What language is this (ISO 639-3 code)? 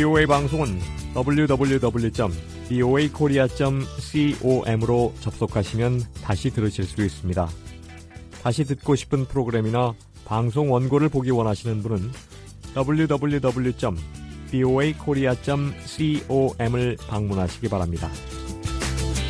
kor